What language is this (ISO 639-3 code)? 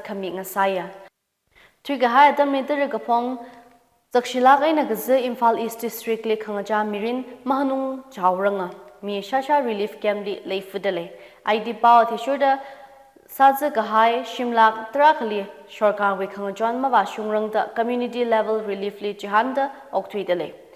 nmf